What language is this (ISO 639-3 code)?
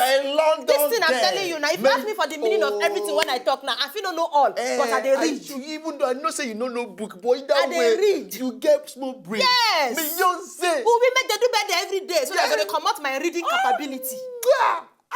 pcm